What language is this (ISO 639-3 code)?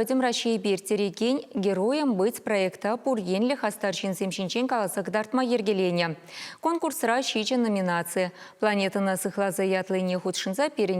chv